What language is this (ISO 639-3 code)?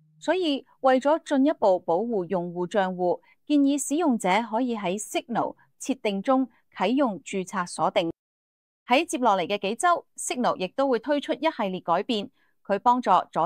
yue